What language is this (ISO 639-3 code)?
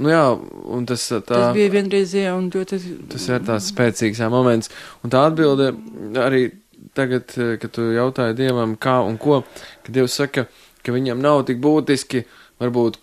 lav